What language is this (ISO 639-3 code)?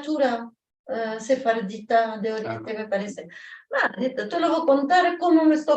lad